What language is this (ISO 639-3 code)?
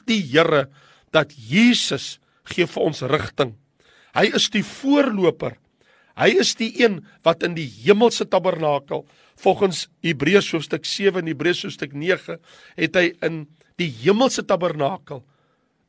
afr